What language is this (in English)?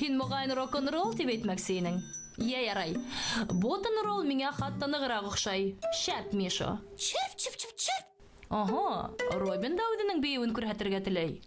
Bashkir